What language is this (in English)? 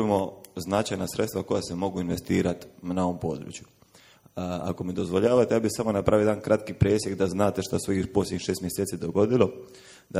Croatian